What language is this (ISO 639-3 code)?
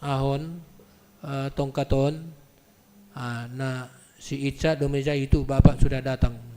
bts